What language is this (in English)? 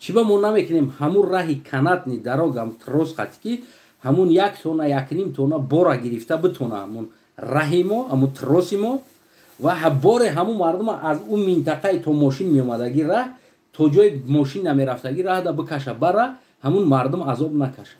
Tajik